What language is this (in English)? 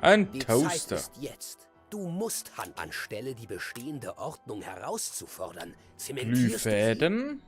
Bavarian